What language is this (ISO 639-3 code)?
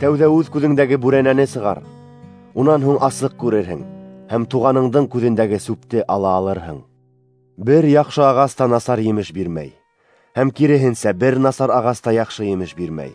bak